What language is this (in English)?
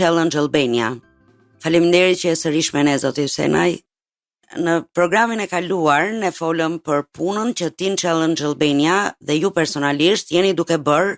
Albanian